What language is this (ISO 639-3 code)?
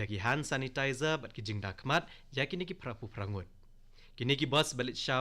kha